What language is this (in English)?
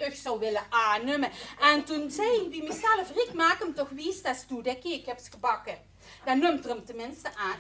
Limburgish